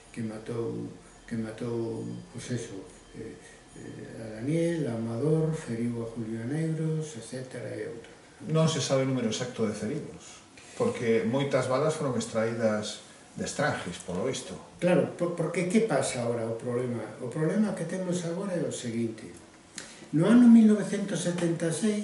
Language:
Galician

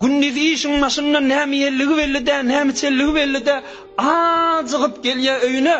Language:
Turkmen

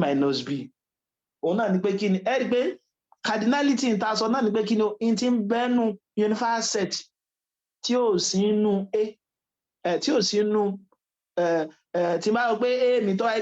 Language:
Yoruba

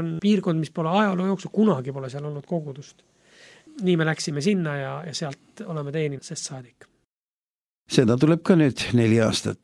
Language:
Estonian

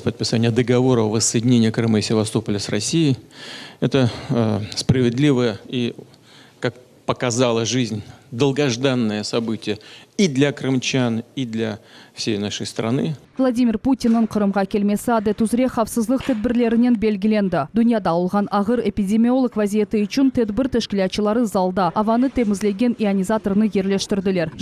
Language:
Crimean Tatar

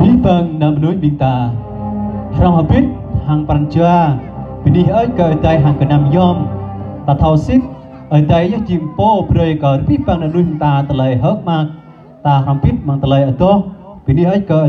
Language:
Jarai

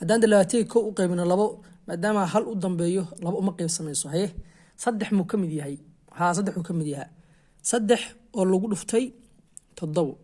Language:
Somali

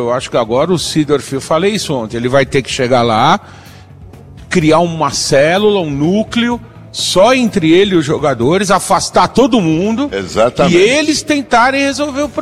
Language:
Portuguese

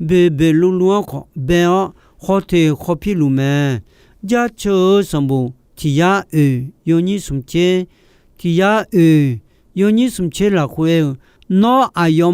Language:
Akha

